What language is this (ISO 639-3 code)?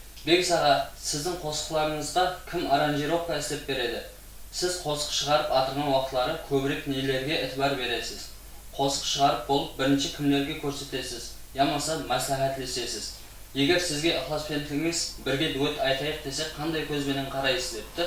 kaa